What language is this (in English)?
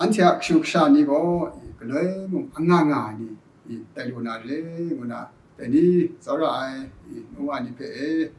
Kachin